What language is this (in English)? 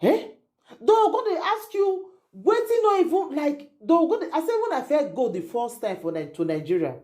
Nigerian Pidgin